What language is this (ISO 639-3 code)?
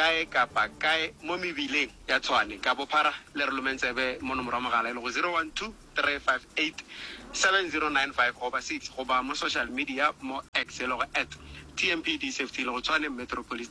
nso